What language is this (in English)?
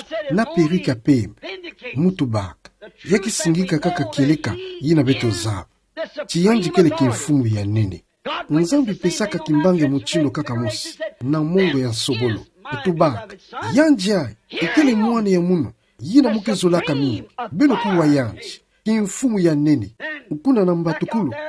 Kituba (Democratic Republic of Congo)